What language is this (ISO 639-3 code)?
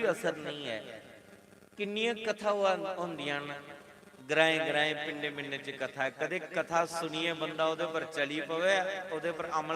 doi